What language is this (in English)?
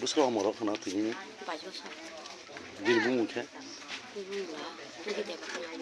Kok Borok